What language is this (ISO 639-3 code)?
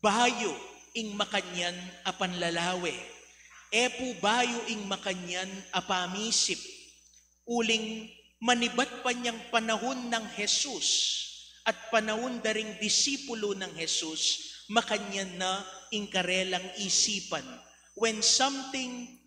pam